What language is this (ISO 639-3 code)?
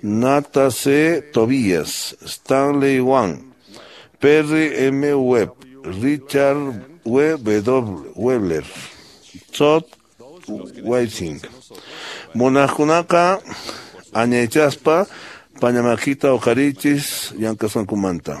que